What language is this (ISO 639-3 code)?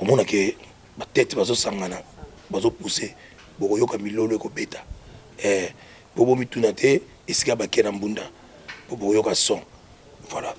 lin